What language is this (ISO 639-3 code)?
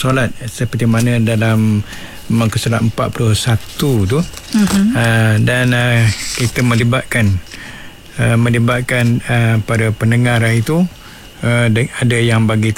msa